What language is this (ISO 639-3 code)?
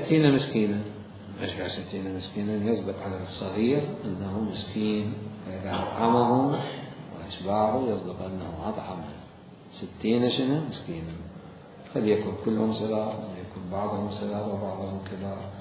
acm